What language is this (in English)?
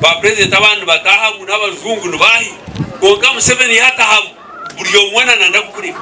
Nyankole